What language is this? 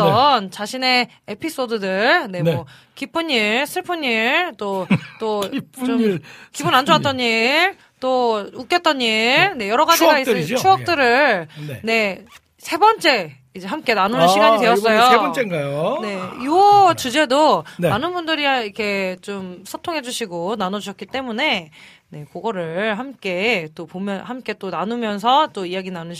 Korean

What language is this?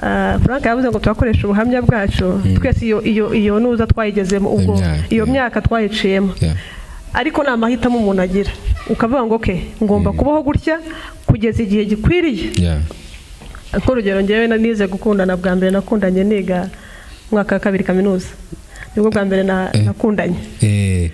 Kinyarwanda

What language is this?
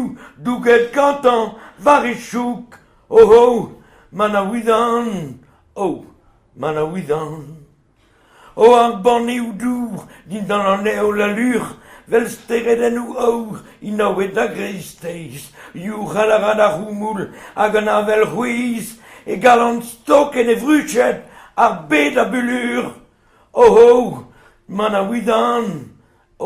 Breton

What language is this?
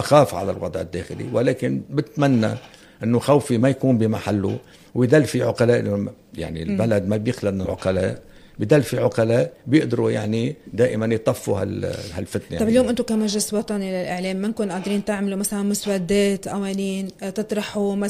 North Levantine Arabic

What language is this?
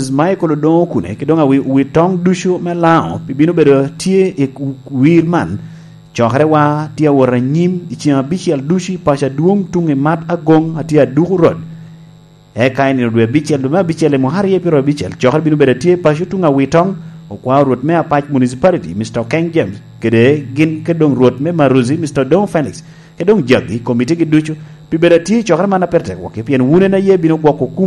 Lango (Uganda)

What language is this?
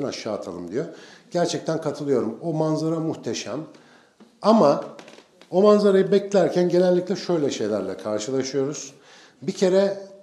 Turkish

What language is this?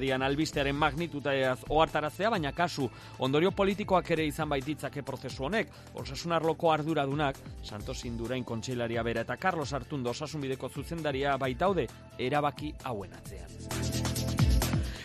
Basque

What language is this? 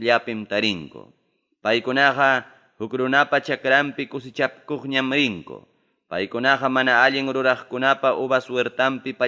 Ayacucho Quechua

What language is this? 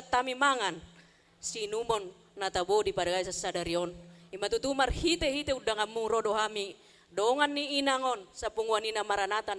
Batak Toba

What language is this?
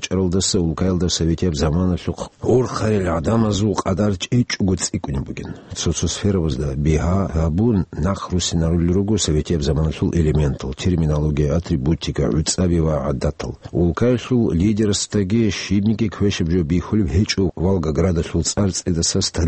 Avaric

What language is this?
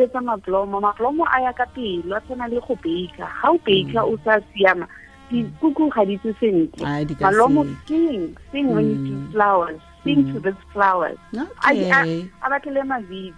Tswana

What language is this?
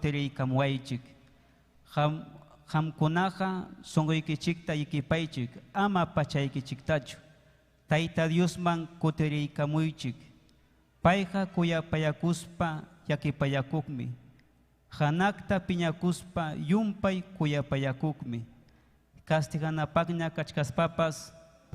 Ayacucho Quechua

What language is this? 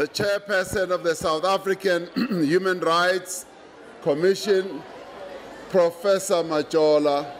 English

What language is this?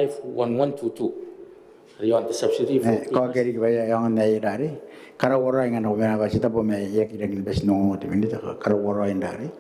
Gilbertese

